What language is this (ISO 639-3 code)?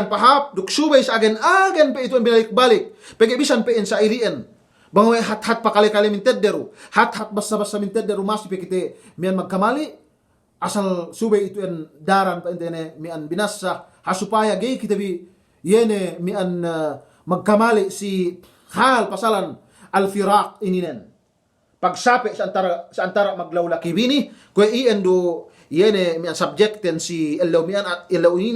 yka